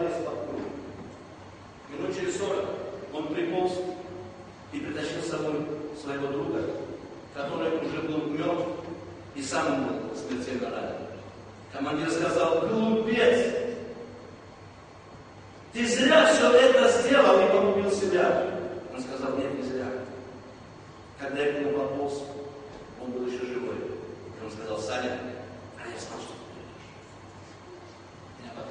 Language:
Russian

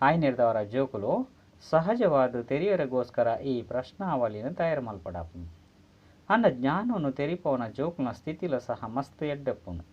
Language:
Tulu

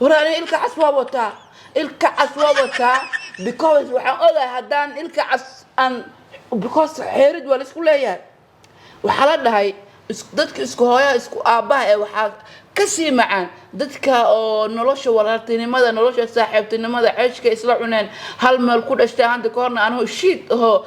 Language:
Somali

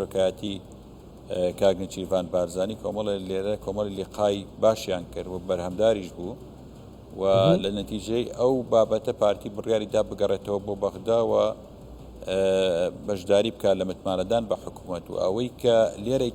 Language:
Central Kurdish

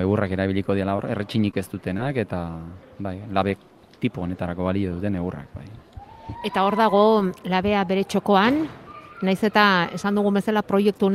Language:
Basque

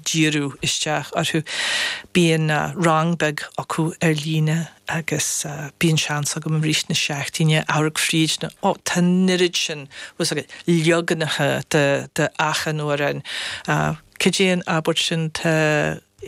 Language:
Irish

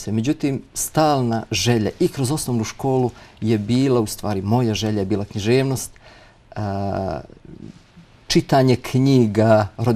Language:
Bosnian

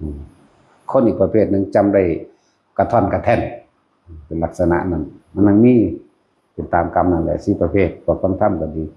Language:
Lao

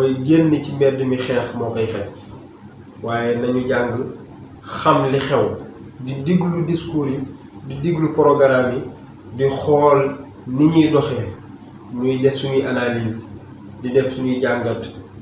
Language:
Wolof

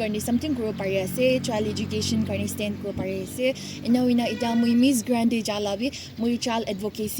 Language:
Naga Pidgin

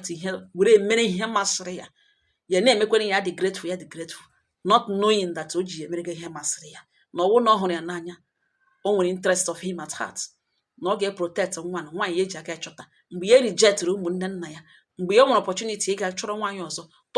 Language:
Igbo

